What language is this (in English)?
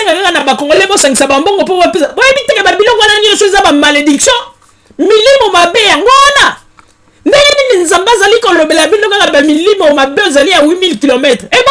Lingala